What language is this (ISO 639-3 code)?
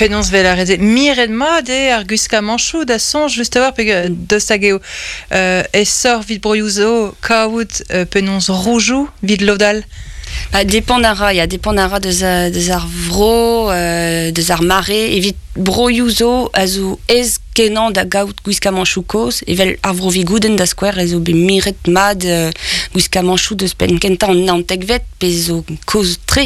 bre